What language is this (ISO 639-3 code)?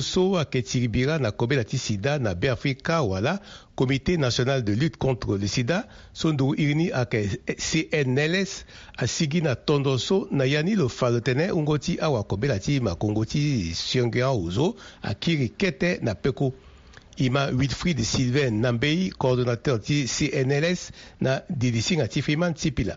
sag